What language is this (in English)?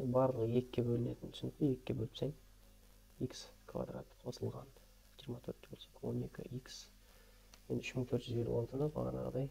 Kazakh